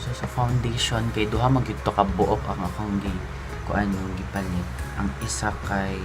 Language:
Cebuano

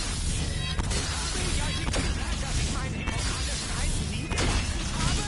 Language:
Swiss German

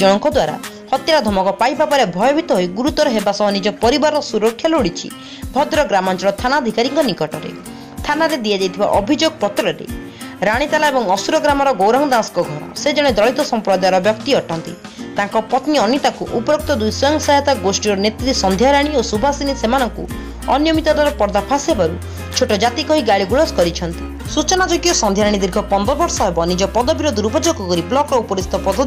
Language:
Odia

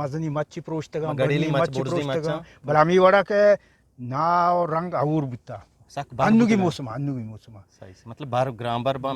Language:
Eastern Balochi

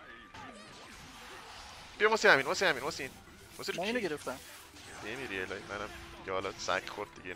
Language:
Persian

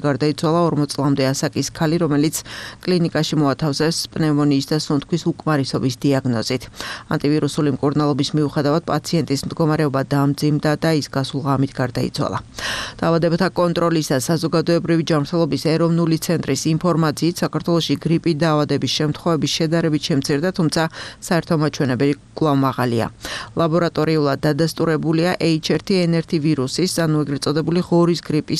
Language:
Georgian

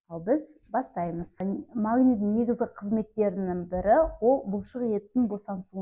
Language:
Kazakh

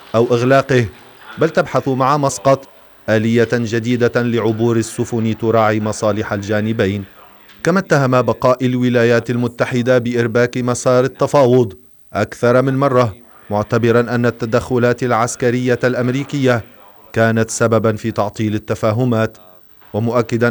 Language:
Arabic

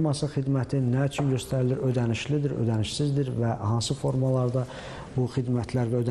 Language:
Azerbaijani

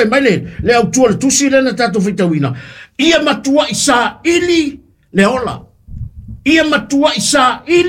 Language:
Samoan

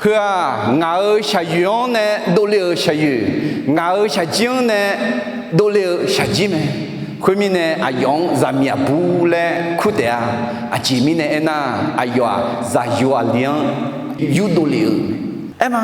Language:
Akha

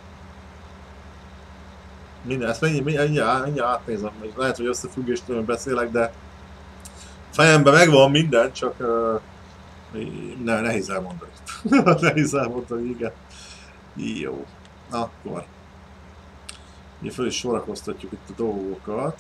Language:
Hungarian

